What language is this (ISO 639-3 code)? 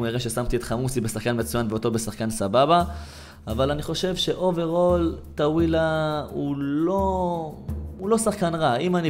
heb